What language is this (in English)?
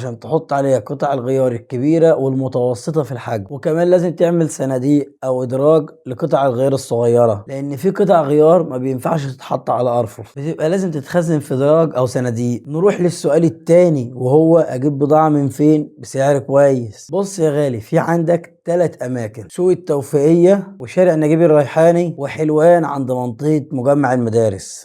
Egyptian Arabic